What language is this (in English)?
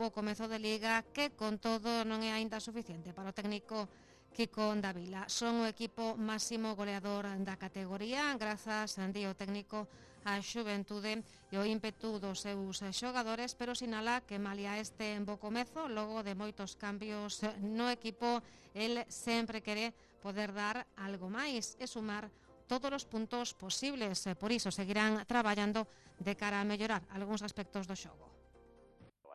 Galician